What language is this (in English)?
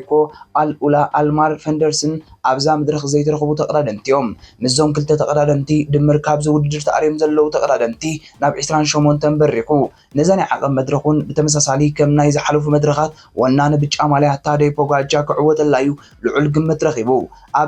Tigrinya